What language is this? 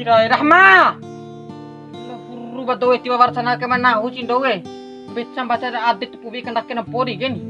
Bima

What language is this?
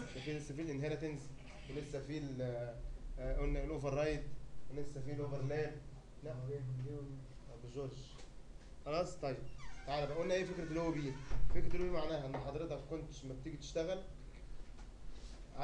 Egyptian Arabic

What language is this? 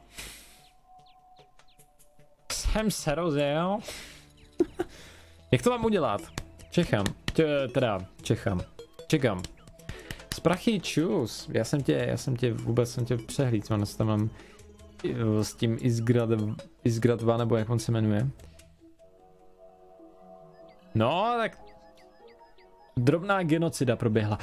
Czech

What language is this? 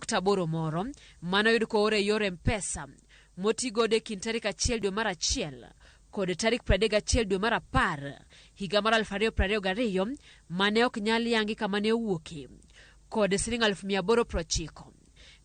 Luo (Kenya and Tanzania)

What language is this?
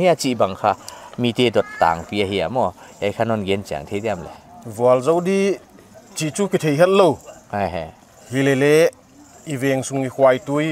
Paite Chin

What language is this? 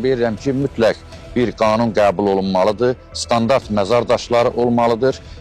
Azerbaijani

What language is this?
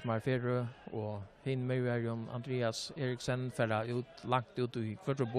Faroese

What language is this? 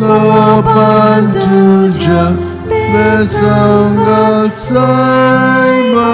Konkani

